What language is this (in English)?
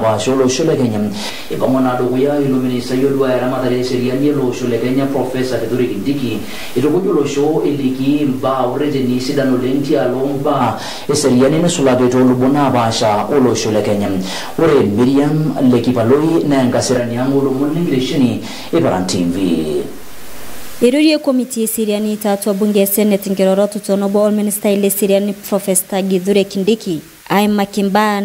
Masai